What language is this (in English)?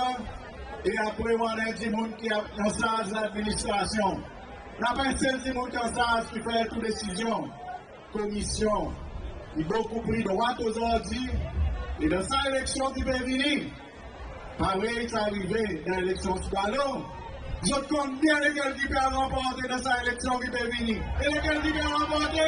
Seselwa Creole French